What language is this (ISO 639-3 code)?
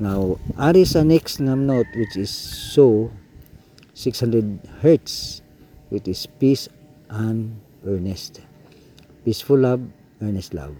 ceb